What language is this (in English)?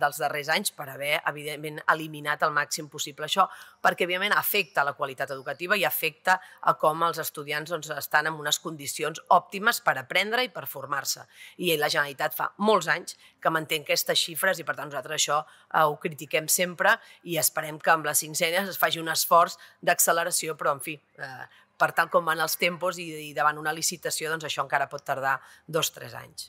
Catalan